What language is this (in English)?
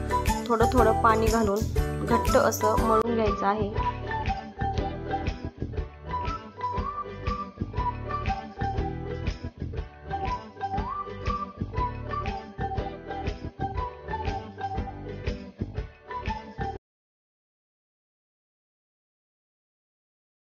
Marathi